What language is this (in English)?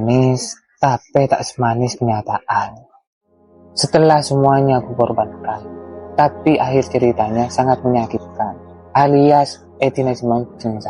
Madurese